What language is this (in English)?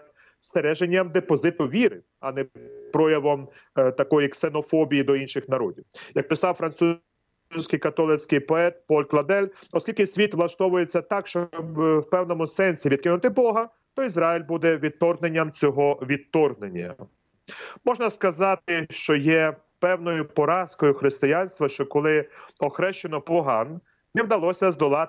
Ukrainian